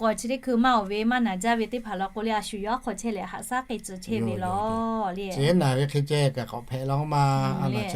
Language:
Lahu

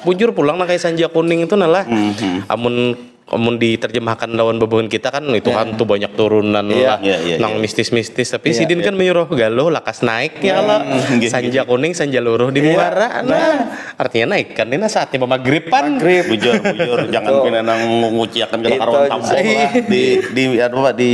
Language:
Banjar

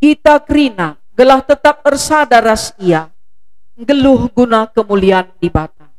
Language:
Batak Karo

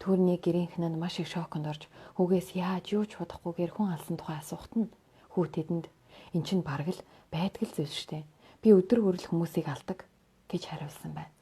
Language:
Mongolian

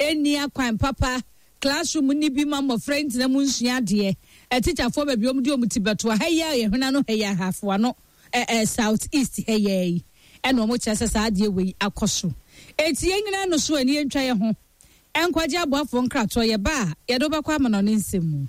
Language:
Akan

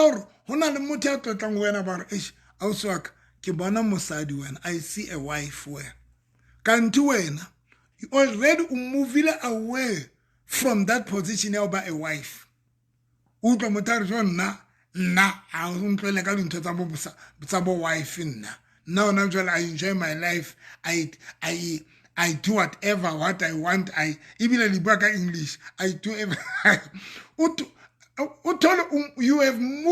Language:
Southern Sotho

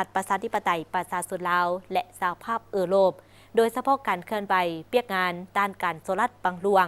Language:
Lao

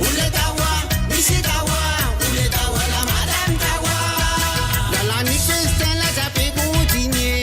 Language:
Morisyen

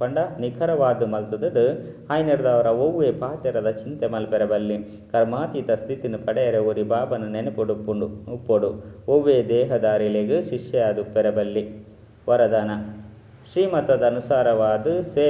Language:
Tulu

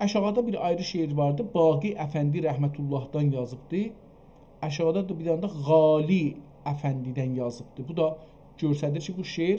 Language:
South Azerbaijani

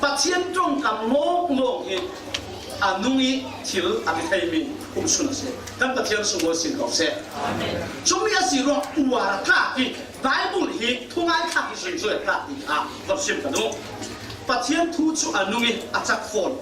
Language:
Falam Chin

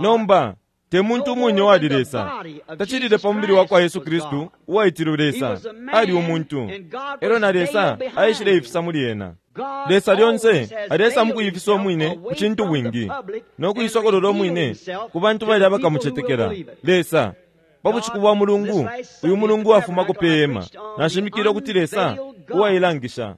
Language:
Bemba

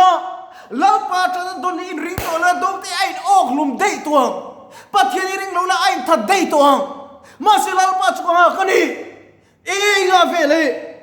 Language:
Mizo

